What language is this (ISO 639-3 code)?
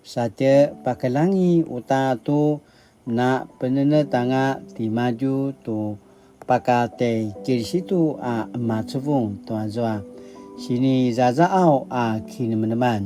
pwn